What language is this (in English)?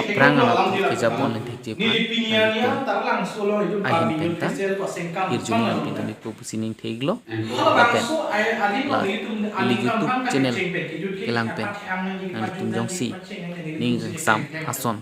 Karbi